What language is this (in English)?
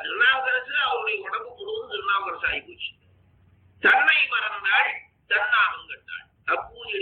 Tamil